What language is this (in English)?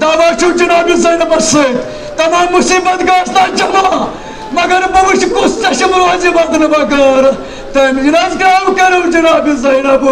Kashmiri